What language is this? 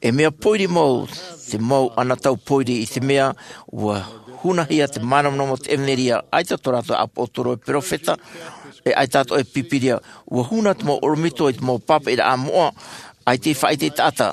Tahitian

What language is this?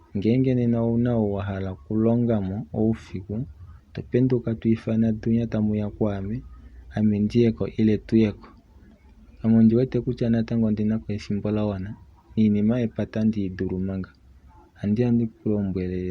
Kuanyama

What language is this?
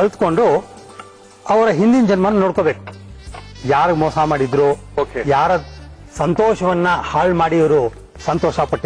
Kannada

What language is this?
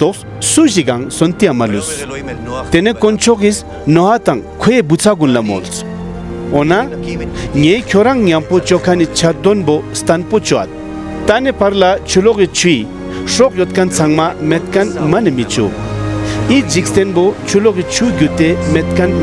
Ladakhi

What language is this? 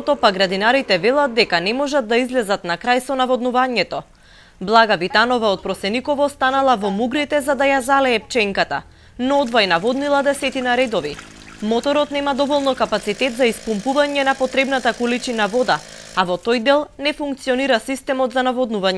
Macedonian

